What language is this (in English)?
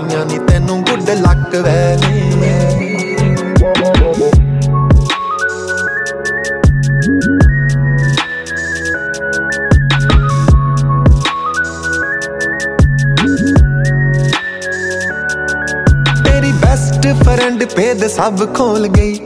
Punjabi